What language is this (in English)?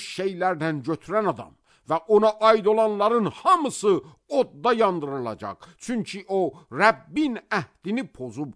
Azerbaijani